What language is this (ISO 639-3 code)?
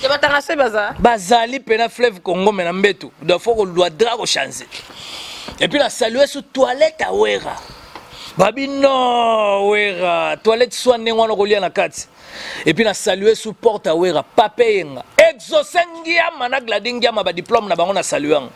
lin